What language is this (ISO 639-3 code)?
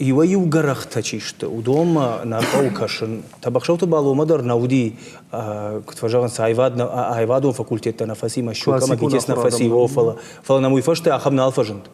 oss